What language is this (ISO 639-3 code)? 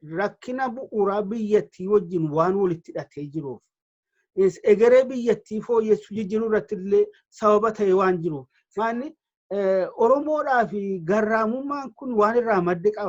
orm